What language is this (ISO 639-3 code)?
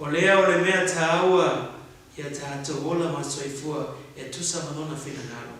smo